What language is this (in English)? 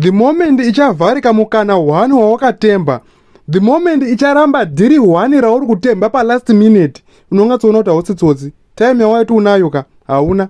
Shona